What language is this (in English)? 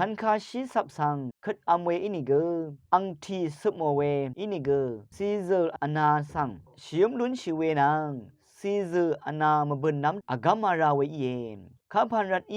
Rawang